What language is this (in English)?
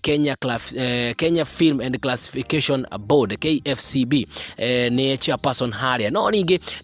Kikuyu